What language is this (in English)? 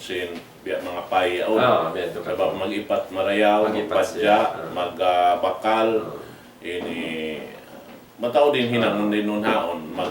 Tausug